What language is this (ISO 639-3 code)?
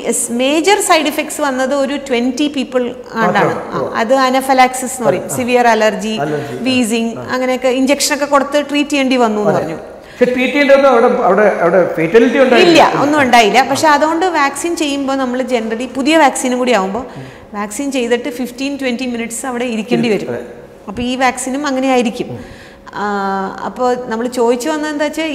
mal